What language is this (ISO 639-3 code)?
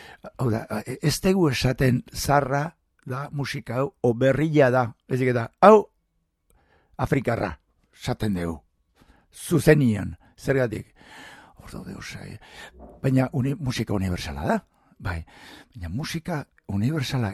eus